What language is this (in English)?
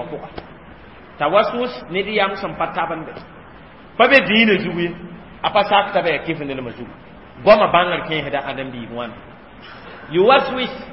Mossi